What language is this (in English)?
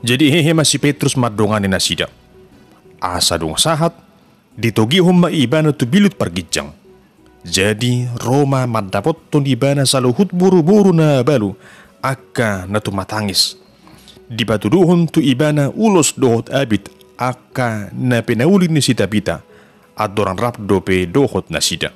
Batak Toba